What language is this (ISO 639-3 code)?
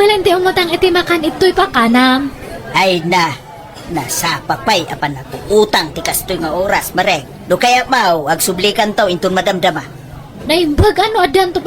ilo